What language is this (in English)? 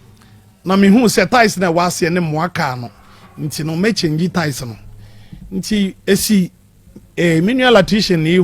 Akan